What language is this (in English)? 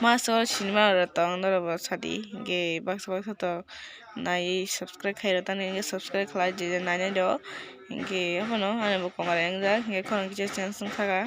Kok Borok